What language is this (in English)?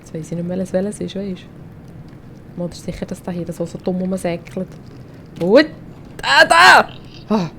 Swiss German